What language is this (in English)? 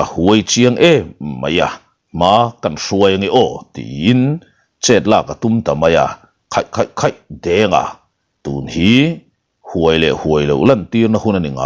Mizo